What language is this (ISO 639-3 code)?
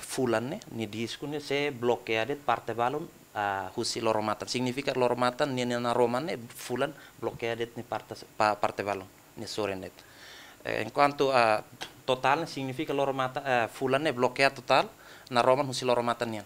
tet